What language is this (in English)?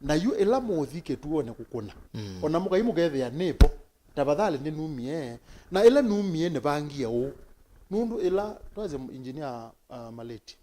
Kamba